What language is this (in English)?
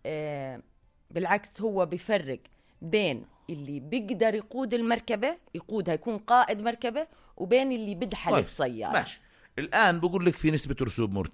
North Levantine Arabic